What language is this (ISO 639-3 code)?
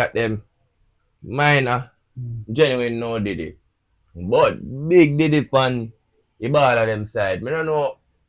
jam